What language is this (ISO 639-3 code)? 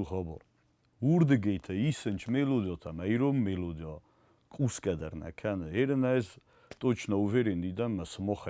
oss